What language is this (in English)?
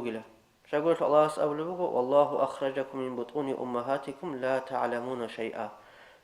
Avaric